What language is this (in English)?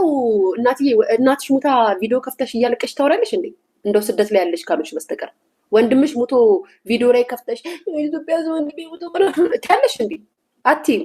Amharic